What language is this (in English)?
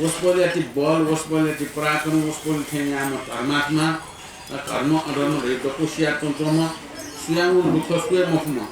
Newari